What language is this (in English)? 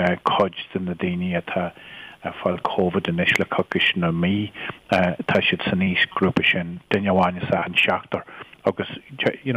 Irish